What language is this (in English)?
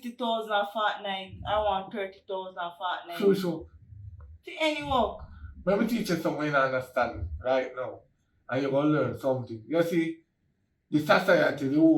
Jamaican Creole English